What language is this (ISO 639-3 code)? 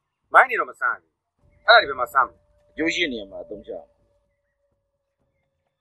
mya